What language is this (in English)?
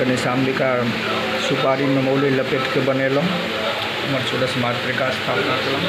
Maithili